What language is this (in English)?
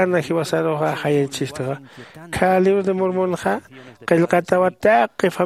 Aymara